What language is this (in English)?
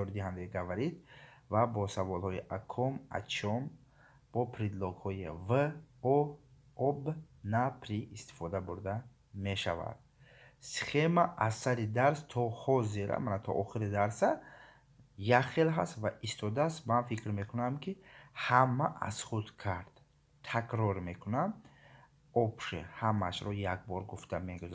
Tajik